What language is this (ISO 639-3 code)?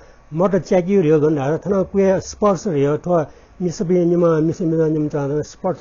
new